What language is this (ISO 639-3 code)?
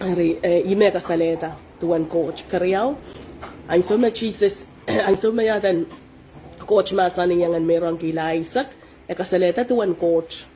pon